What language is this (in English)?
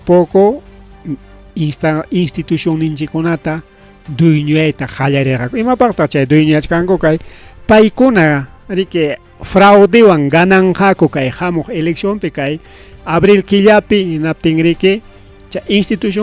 Ayacucho Quechua